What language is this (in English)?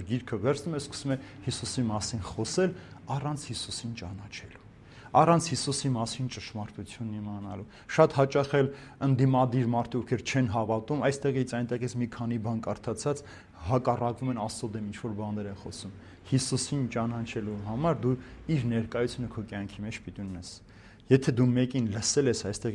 Armenian